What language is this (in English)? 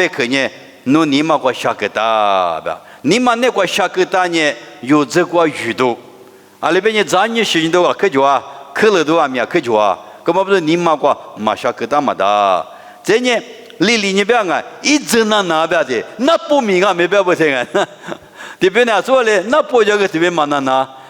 Lisu